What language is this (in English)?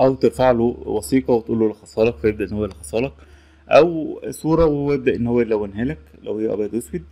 Egyptian Arabic